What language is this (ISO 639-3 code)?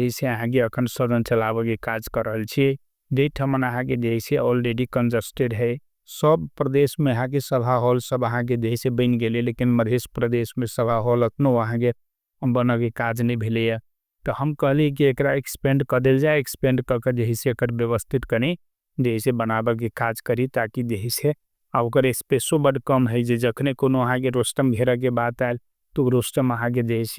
mai